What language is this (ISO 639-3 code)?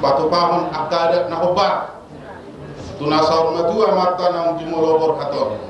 bbc